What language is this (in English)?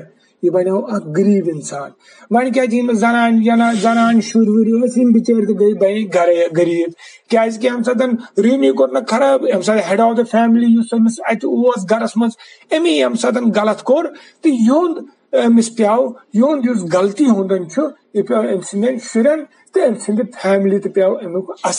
Kashmiri